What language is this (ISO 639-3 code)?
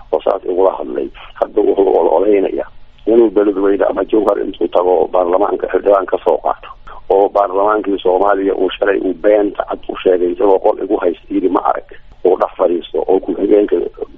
som